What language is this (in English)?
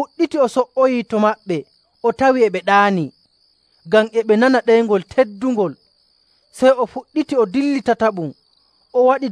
Nigerian Fulfulde